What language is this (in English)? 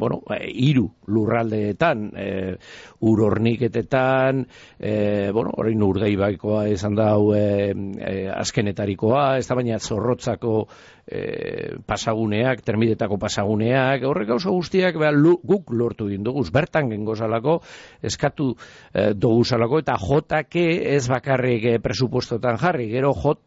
Basque